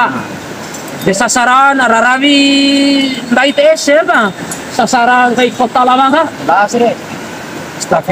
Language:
Bima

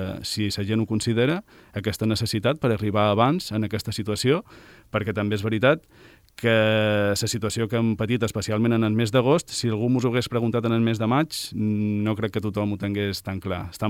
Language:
Catalan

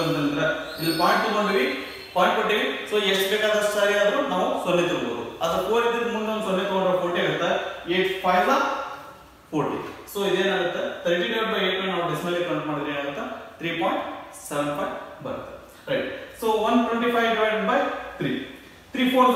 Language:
Kannada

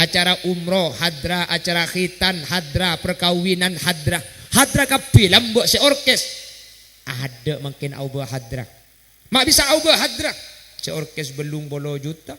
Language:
Madurese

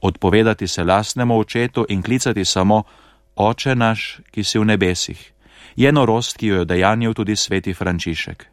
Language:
Slovenian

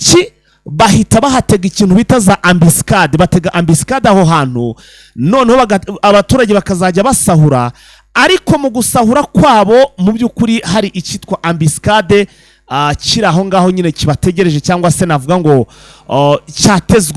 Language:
Kinyarwanda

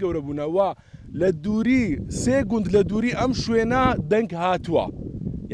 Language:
Central Kurdish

